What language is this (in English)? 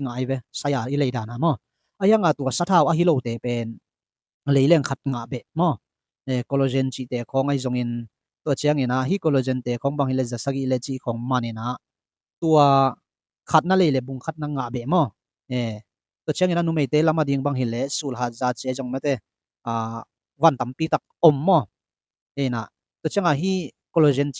Tedim Chin